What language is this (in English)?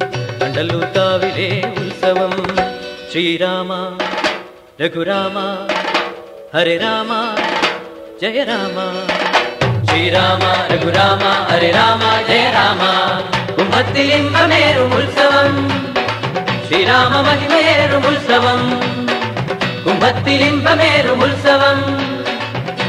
Malayalam